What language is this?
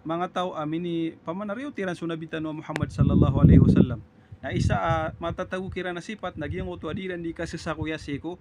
Maranao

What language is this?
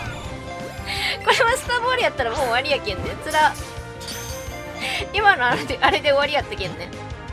Japanese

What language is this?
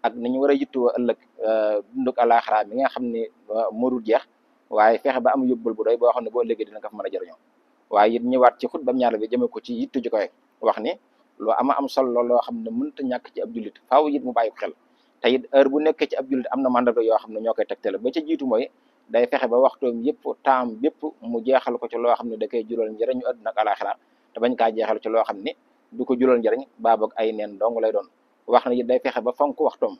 Wolof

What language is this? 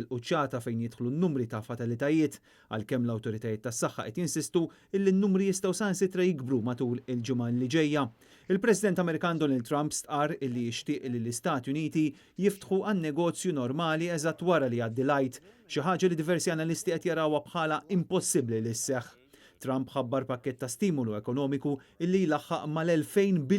Maltese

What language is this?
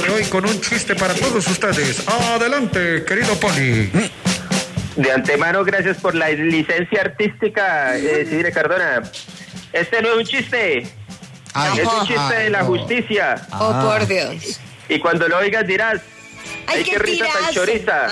Spanish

